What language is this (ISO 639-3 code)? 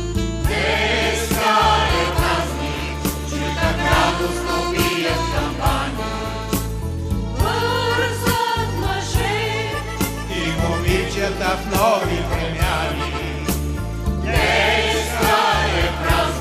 bul